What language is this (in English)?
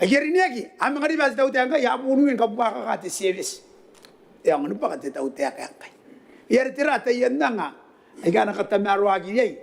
Gilbertese